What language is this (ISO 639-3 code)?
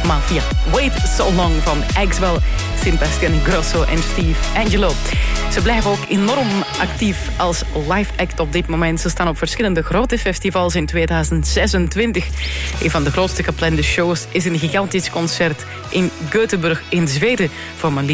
nld